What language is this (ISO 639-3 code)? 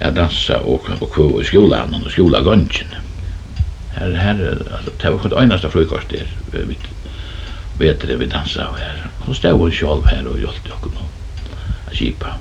fao